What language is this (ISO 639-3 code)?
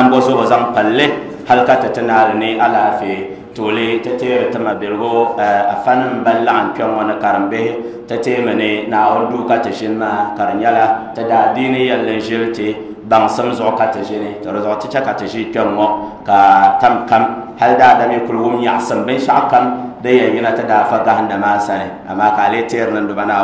dag